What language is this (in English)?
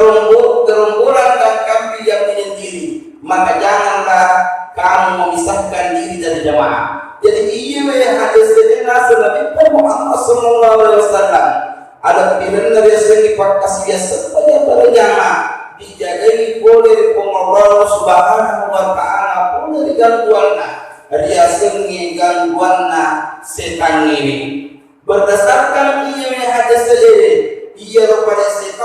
Buginese